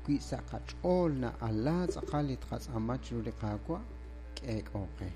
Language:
Kekchí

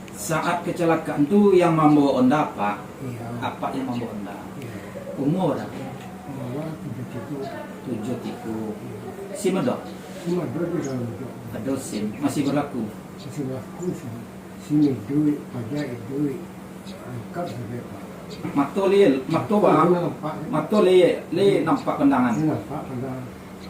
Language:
Minangkabau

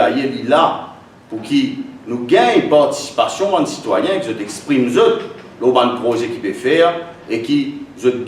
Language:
Morisyen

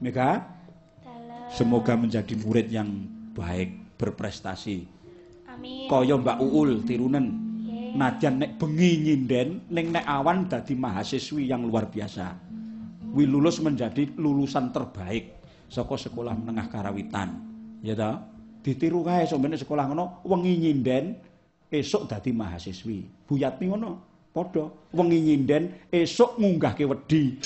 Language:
Javanese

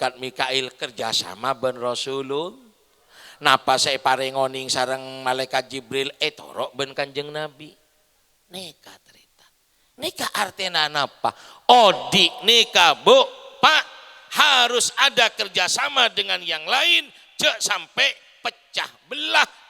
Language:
Madurese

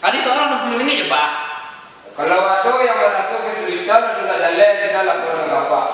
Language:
Minangkabau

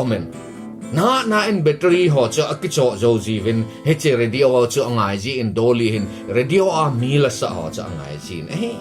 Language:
Thado Chin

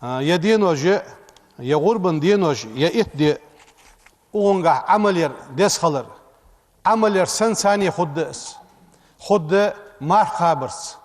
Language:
Ingush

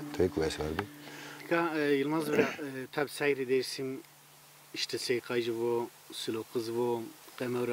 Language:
Zaza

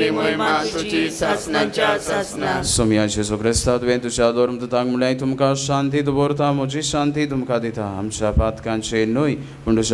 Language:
Konkani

